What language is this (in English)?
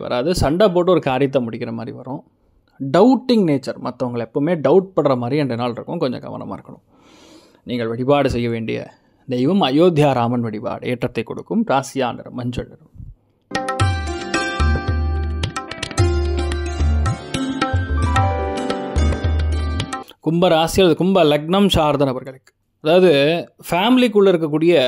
Tamil